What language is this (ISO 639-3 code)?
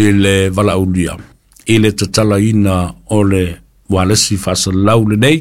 smo